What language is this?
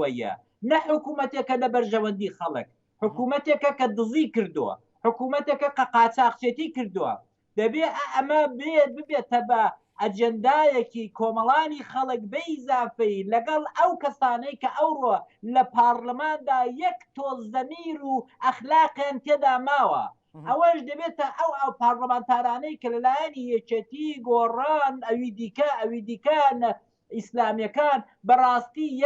Central Kurdish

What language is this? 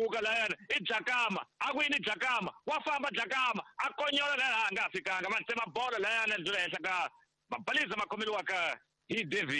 Tsonga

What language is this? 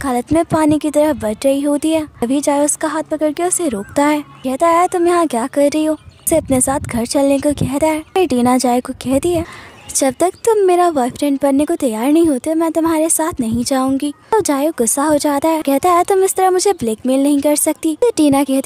Hindi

